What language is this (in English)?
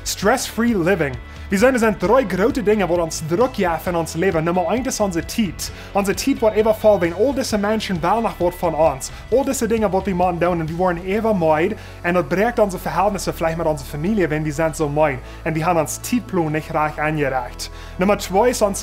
Plautdietsch